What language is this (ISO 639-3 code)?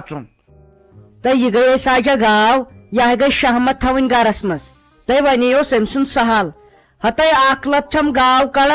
kas